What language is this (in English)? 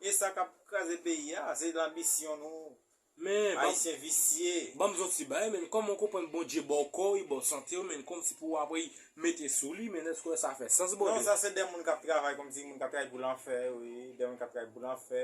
Haitian Creole